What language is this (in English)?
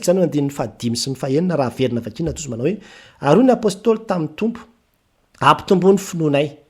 Malagasy